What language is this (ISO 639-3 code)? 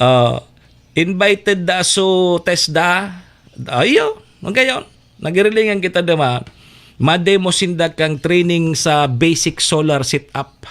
bik